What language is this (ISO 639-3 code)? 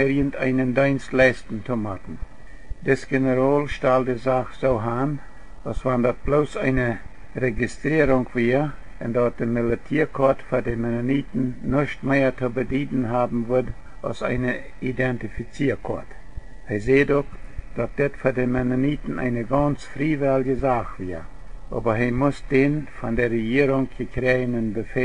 pdt